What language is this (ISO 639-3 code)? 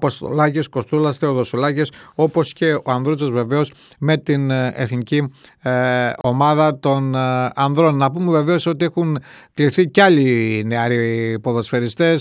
ell